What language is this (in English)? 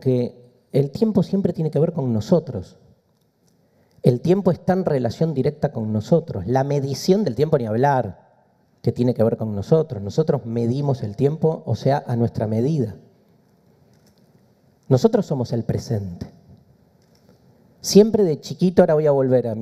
Spanish